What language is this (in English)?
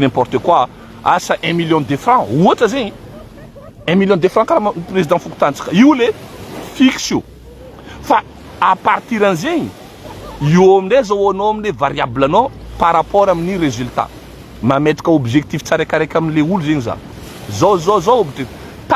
Malagasy